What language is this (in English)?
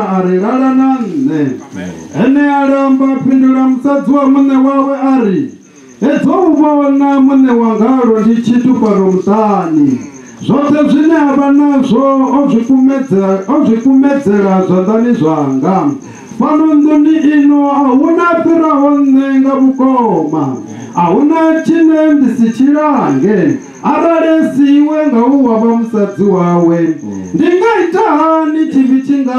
Venda